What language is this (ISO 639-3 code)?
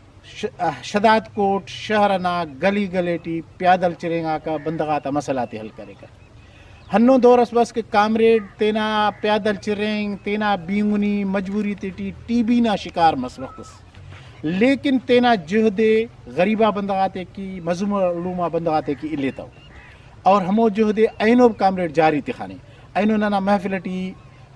brh